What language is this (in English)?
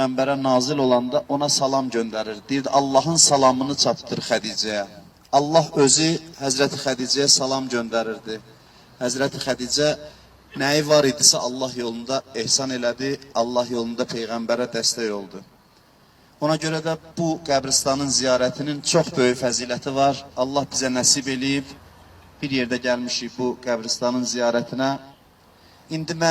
Azerbaijani